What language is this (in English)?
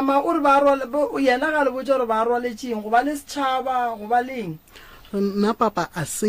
Northern Sotho